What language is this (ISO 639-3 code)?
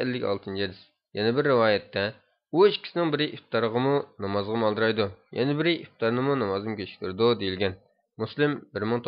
uig